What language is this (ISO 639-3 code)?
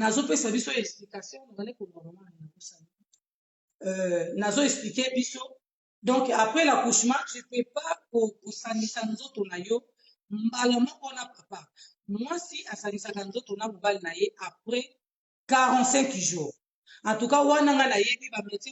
lin